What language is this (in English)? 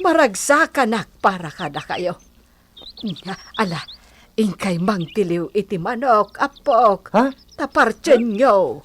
Iloko